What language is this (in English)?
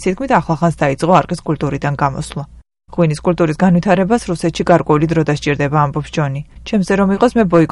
Georgian